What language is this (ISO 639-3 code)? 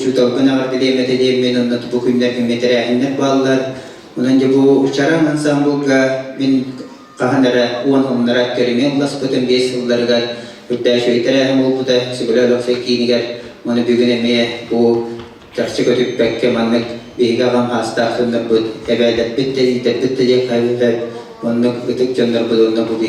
sah